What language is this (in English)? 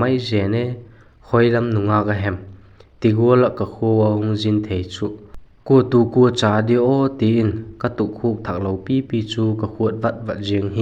Vaiphei